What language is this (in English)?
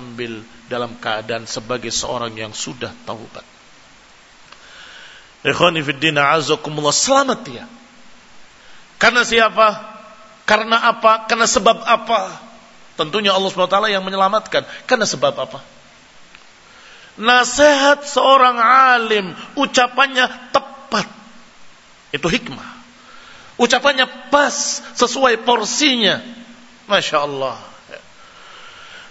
Indonesian